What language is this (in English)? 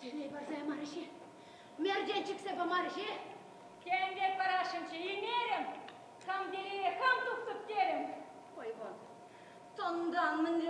Chuvash